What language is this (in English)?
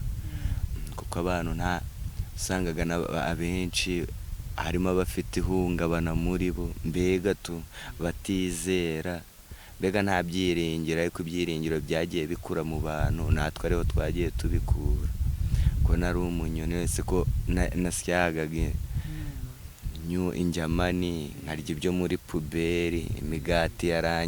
Kinyarwanda